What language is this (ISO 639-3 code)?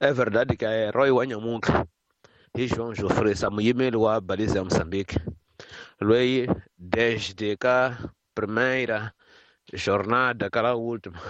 tso